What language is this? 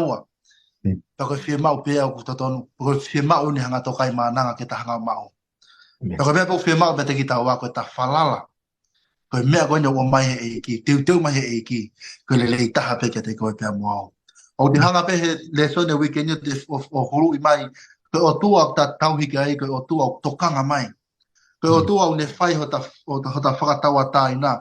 Tongan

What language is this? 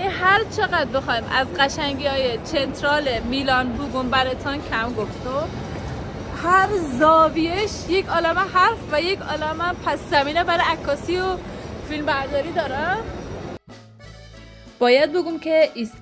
Persian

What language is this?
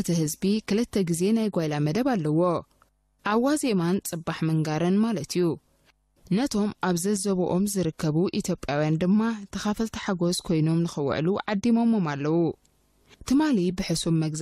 Tigrinya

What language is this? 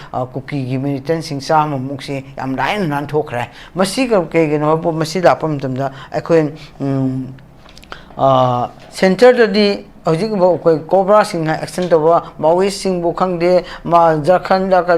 Manipuri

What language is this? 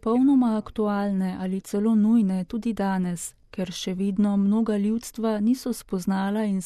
Slovenian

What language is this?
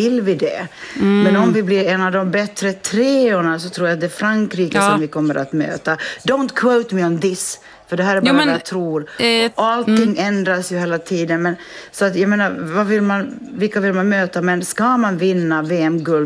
Swedish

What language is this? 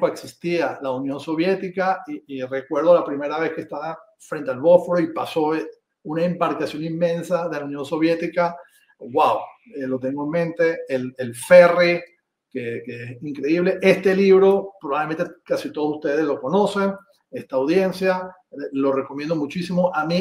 Ladino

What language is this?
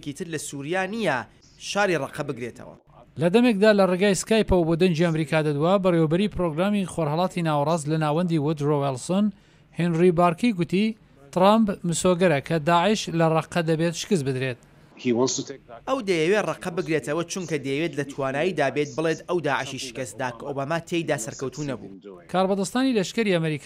Central Kurdish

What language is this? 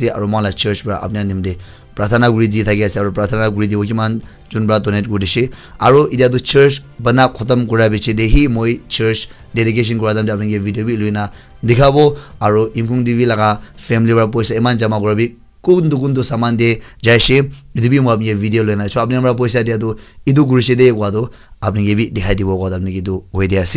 Naga Pidgin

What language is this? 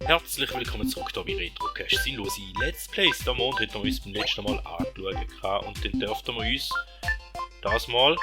Swiss German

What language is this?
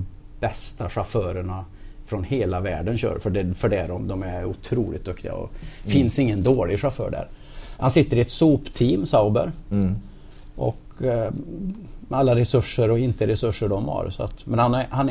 Swedish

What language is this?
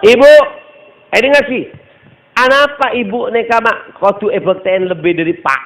Madurese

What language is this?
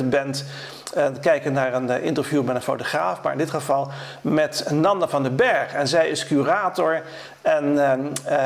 Dutch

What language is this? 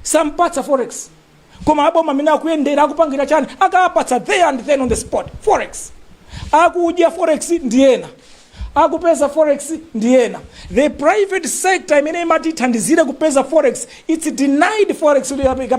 Nyanja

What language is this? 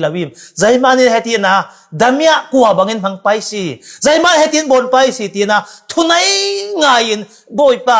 Falam Chin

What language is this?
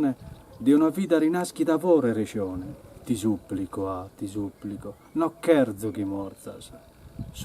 Sardinian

